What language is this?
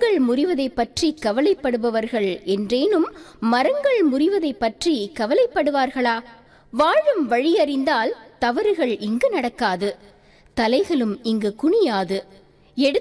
Tamil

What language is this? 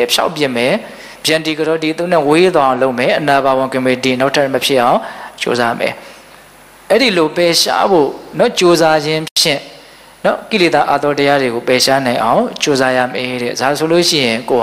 Burmese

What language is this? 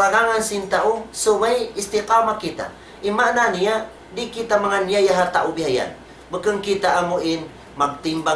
Tausug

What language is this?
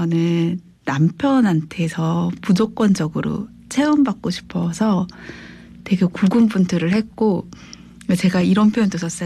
Korean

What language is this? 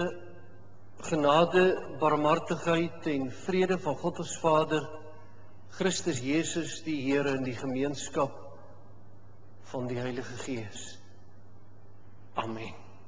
Afrikaans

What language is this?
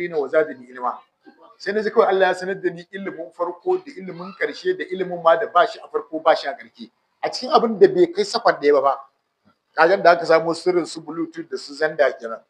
Hausa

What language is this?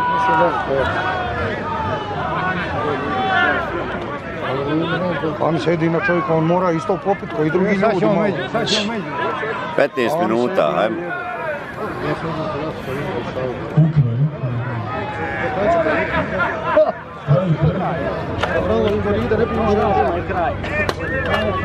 Croatian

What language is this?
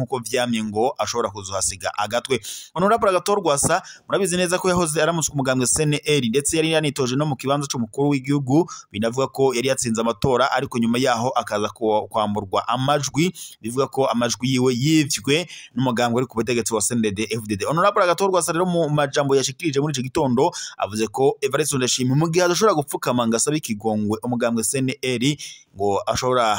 Rundi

